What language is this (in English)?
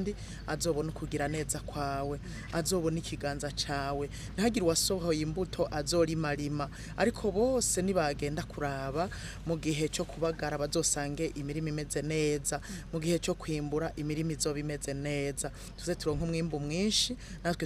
Rundi